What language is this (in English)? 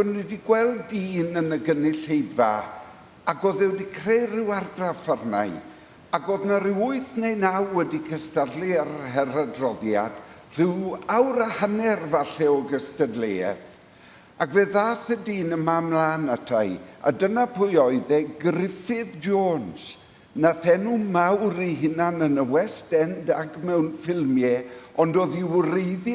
Welsh